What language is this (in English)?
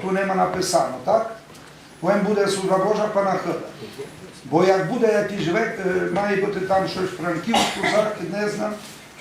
Rusyn